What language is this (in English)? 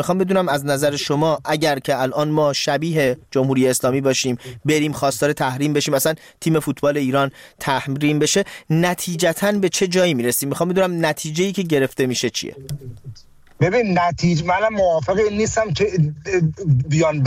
Persian